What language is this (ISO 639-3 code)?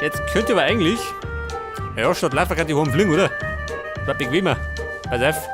bar